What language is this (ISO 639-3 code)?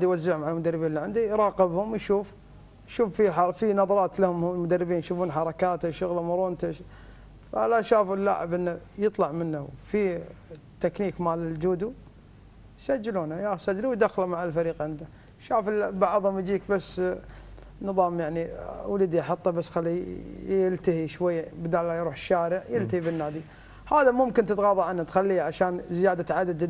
afb